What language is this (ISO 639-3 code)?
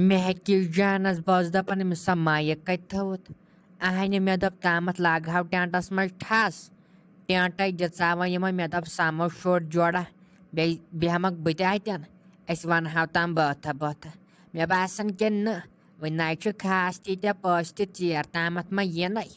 kas